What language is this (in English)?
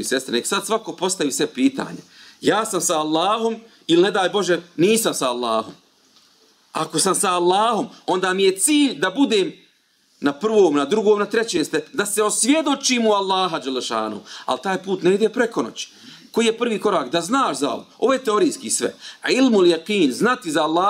Bosnian